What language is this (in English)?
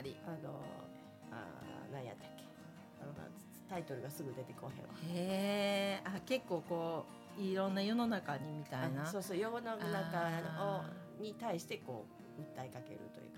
Japanese